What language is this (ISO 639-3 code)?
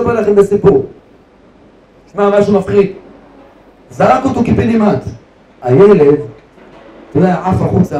heb